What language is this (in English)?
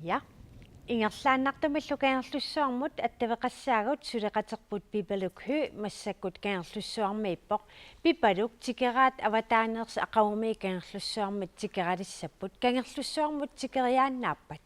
Kalaallisut